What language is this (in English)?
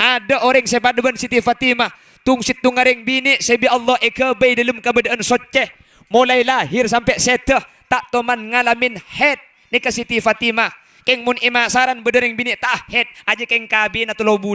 Madurese